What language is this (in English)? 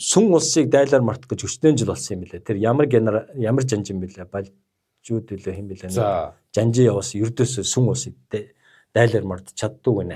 Mongolian